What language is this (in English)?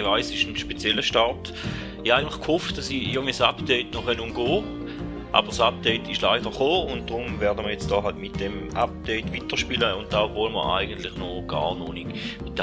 Swiss German